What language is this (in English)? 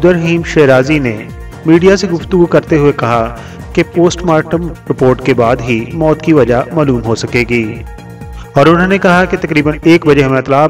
Urdu